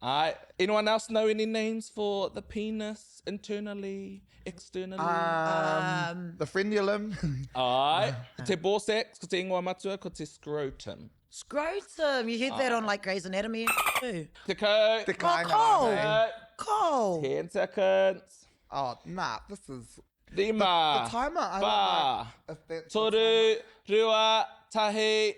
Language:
Māori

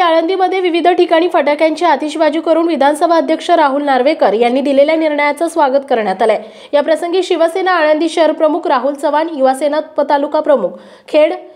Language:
Marathi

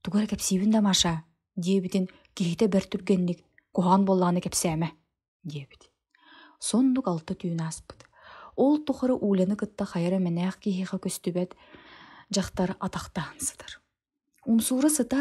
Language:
Yakut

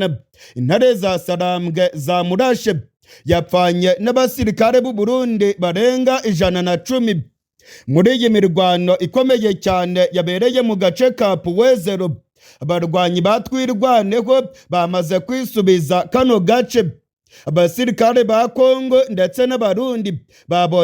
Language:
Rundi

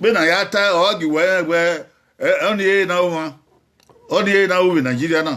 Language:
Bini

